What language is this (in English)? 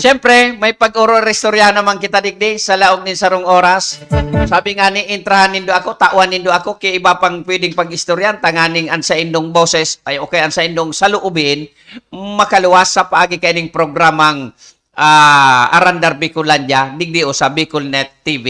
Bikol